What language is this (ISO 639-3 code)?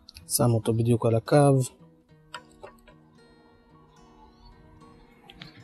heb